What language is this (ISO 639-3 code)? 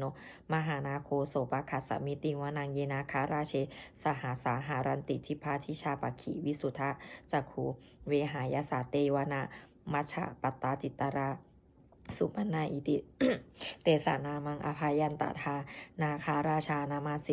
pli